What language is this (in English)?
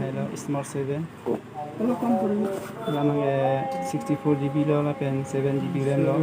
Karbi